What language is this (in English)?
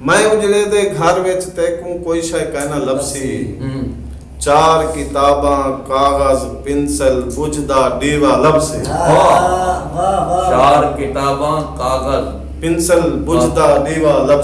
Saraiki